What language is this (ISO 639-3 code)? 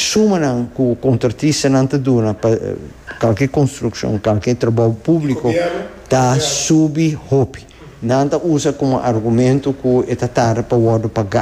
pap